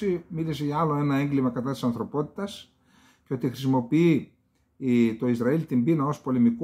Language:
Greek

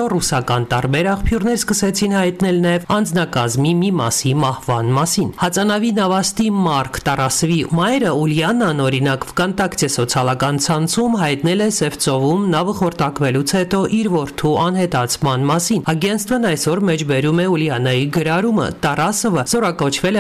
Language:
Armenian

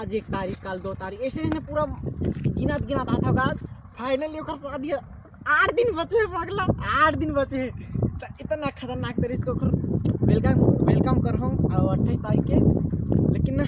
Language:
Chhattisgarhi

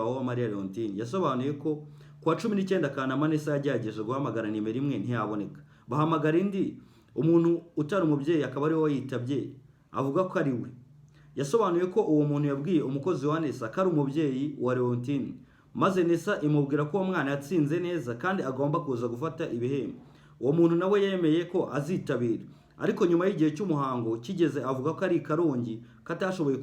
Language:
Kinyarwanda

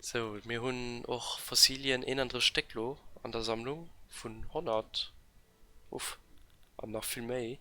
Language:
Luxembourgish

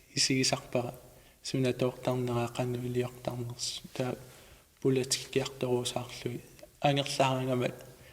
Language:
Kalaallisut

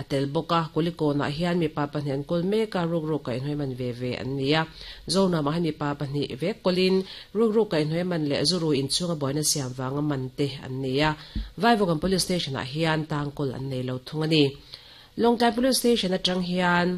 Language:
Mizo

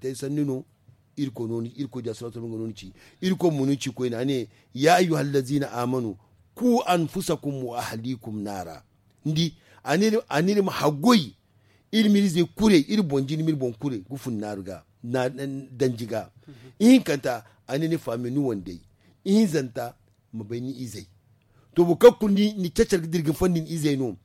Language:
Zarma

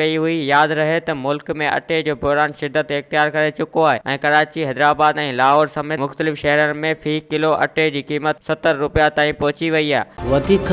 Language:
Sindhi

